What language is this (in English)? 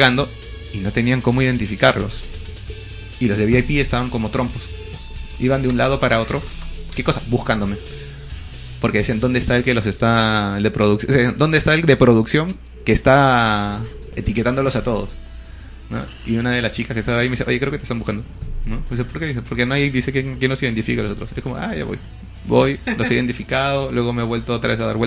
Spanish